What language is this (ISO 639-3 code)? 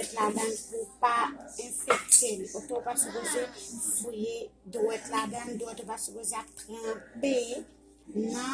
hat